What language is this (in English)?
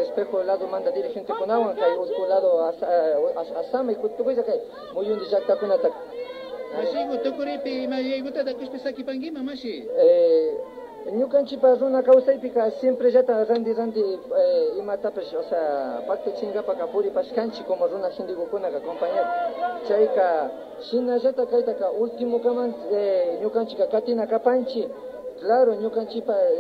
Imbabura Highland Quichua